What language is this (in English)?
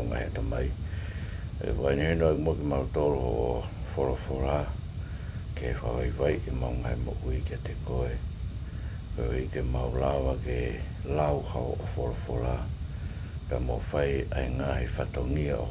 Tongan